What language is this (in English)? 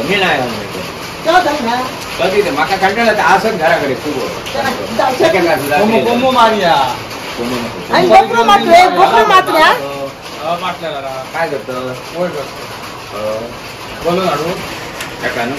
Konkani